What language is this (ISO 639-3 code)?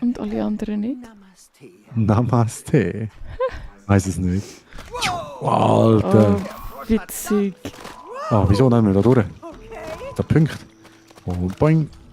gsw